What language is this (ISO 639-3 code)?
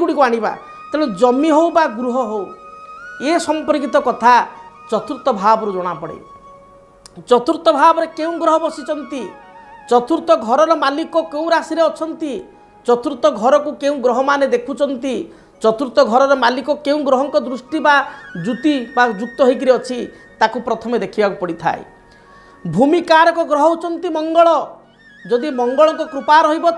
ori